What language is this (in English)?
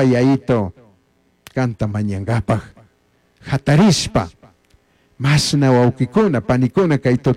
Chimborazo Highland Quichua